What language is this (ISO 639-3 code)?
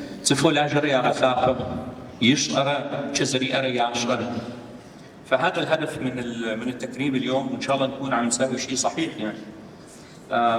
apc